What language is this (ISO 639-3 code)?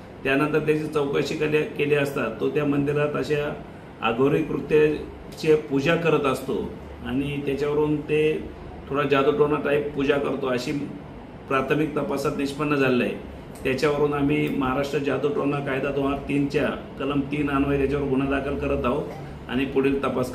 mar